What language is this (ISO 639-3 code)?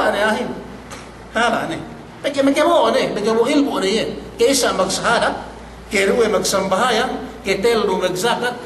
yka